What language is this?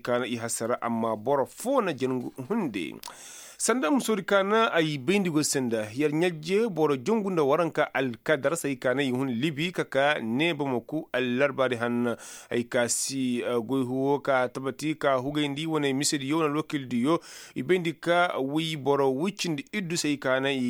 Koyraboro Senni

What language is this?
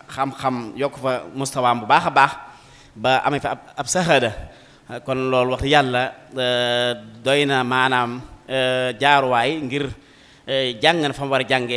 Wolof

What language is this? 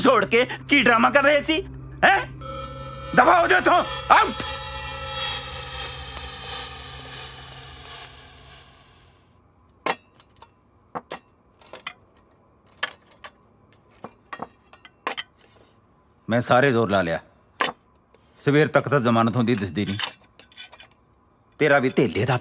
Punjabi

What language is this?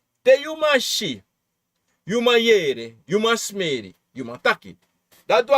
Sranan Tongo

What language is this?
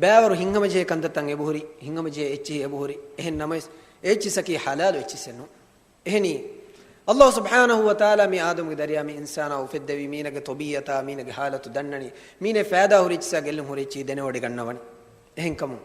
Divehi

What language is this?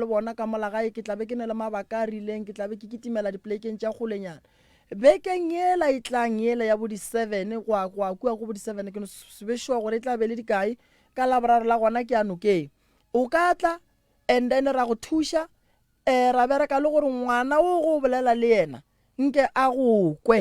Northern Sotho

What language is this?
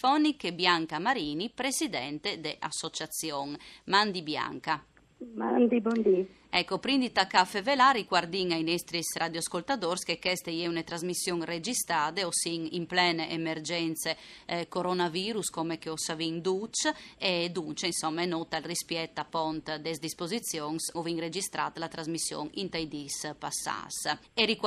Friulian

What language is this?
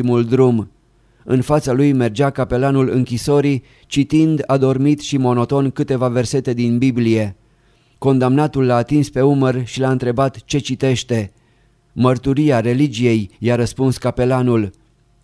Romanian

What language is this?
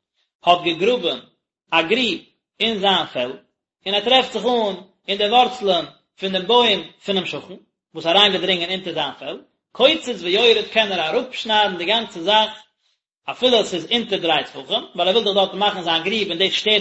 Yiddish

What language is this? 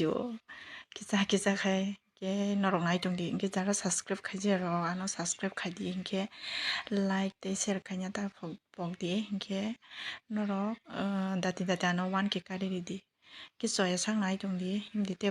Kok Borok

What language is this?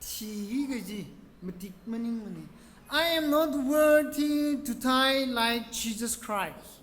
Tangkhul Naga (India)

